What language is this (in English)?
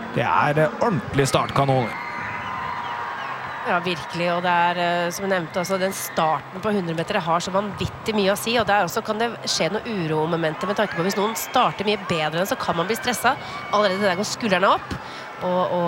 Norwegian